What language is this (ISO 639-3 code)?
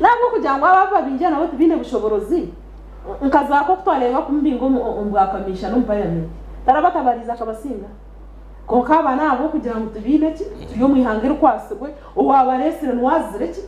nyn